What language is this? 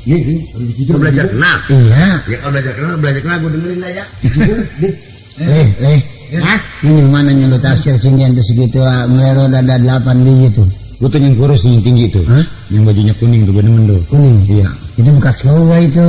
Betawi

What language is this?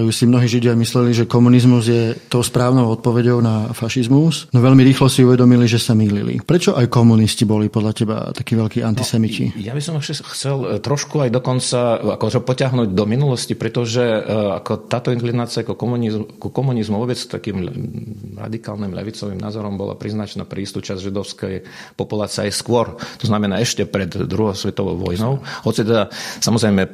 Slovak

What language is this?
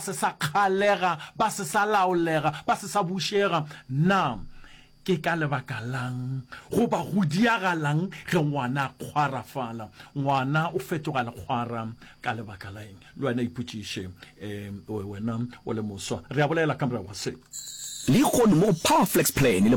Northern Sotho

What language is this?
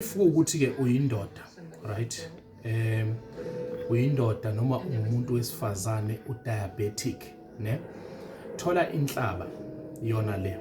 Zulu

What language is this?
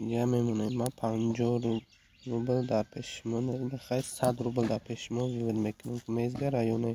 Tajik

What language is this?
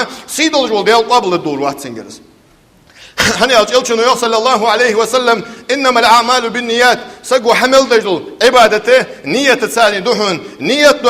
Ingush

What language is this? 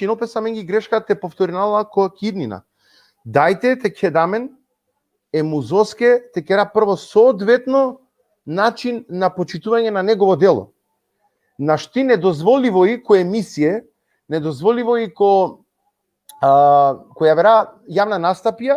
Balkan Romani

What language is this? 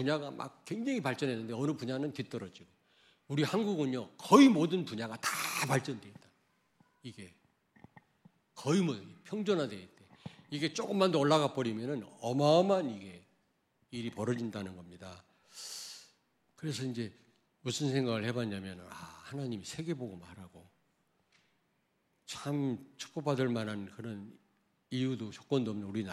Korean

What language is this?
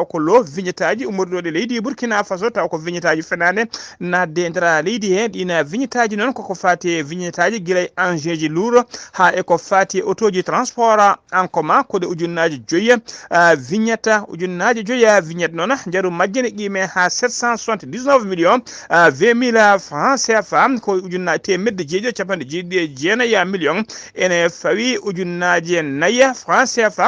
Fula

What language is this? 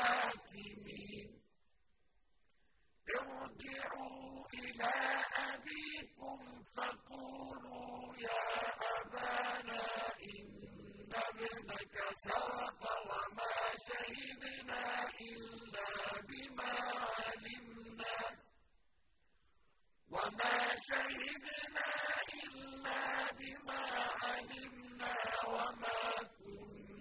Arabic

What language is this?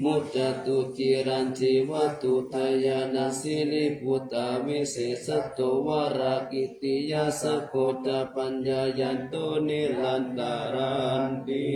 Pali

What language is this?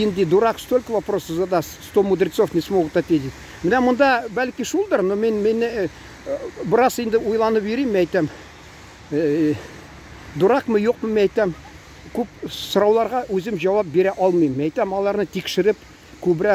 Tatar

